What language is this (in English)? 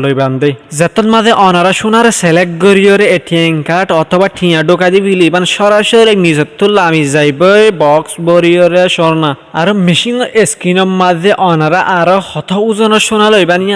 Rohingya